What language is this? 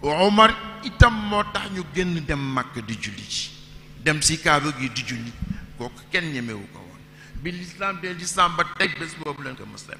Wolof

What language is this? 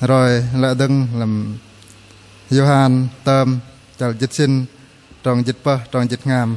Bahnar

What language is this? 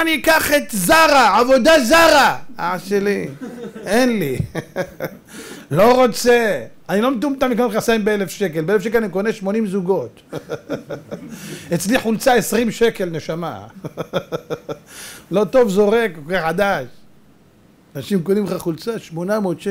Hebrew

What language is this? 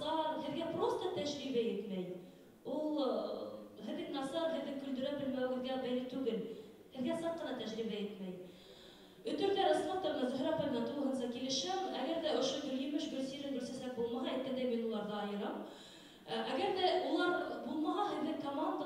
Bashkir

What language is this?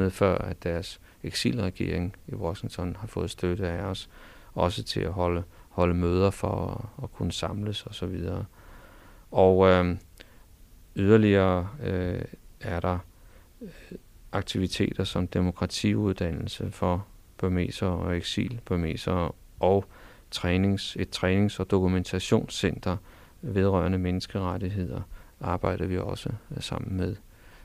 Danish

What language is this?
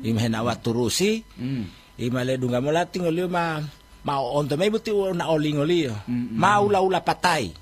Gorontalo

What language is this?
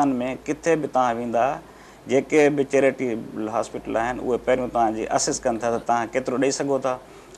Sindhi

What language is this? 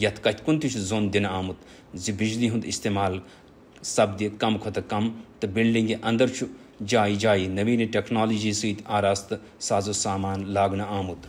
Kashmiri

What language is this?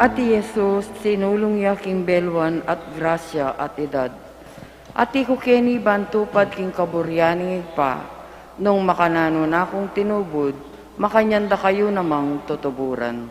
Pampanga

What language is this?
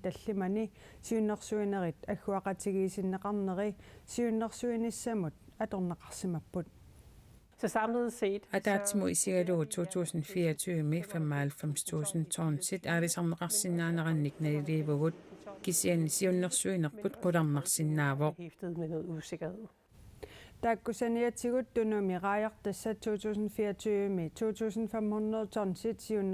Kalaallisut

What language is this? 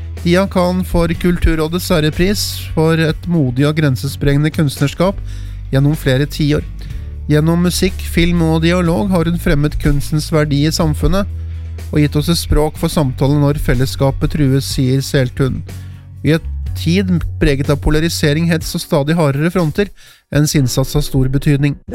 Norwegian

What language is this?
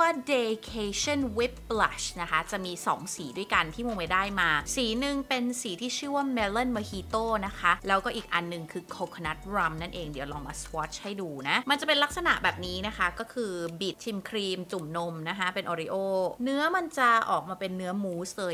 Thai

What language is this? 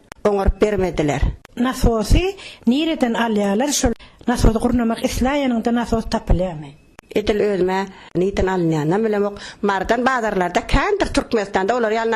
Turkmen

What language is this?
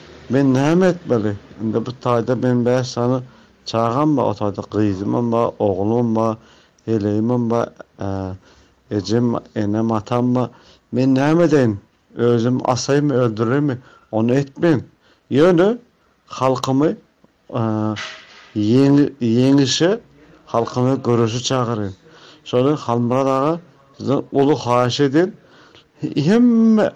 Turkmen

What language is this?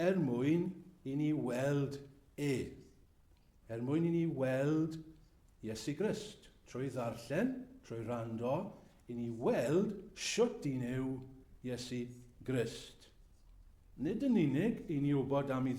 Welsh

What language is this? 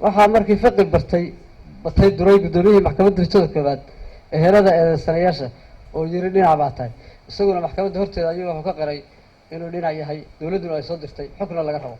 Somali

